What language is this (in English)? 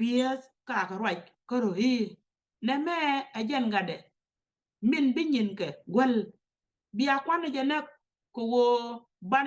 Nuer